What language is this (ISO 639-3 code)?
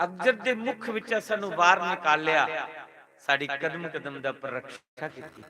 doi